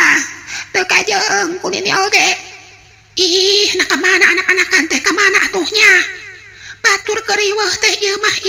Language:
Sundanese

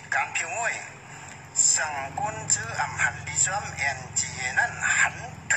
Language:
Shan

